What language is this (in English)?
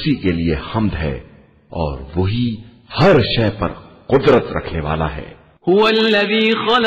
Urdu